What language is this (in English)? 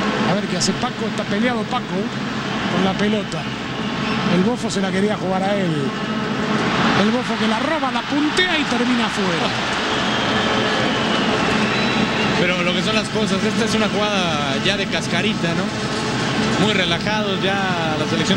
Spanish